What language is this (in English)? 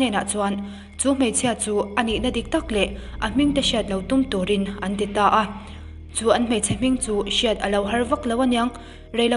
Mizo